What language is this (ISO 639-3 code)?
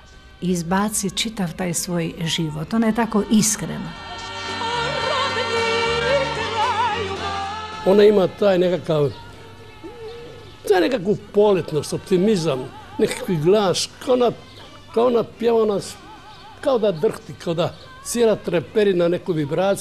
hrv